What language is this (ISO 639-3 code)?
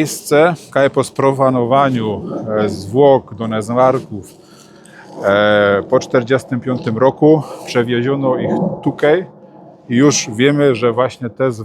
szl